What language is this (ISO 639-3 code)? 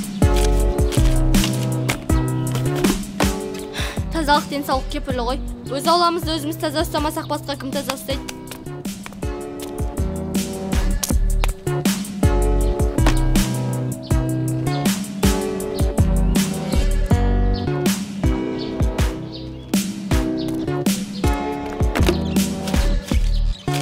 kaz